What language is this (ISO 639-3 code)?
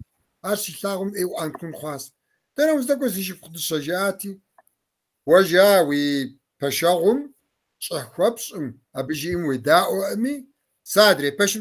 kbd